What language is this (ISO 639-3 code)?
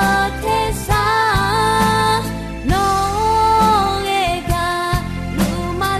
ahk